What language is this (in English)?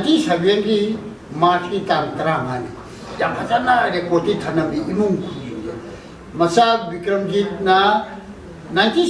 Manipuri